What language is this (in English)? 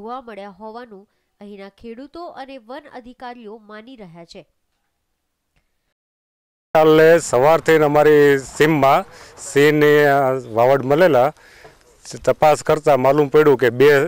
Gujarati